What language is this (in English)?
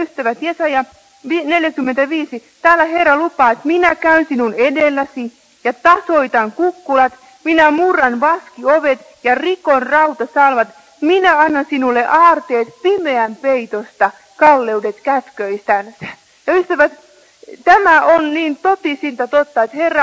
Finnish